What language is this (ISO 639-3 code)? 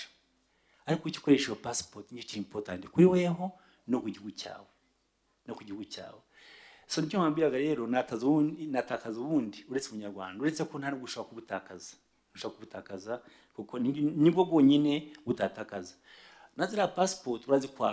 kin